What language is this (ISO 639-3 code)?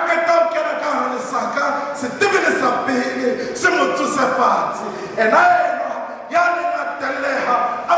sot